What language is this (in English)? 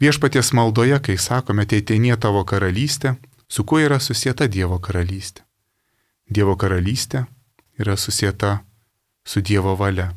Lithuanian